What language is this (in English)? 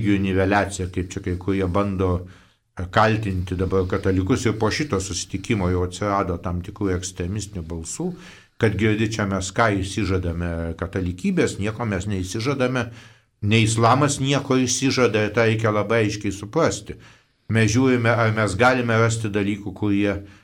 Lithuanian